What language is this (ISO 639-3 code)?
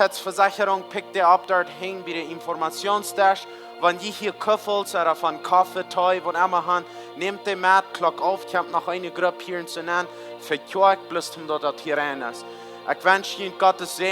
pdt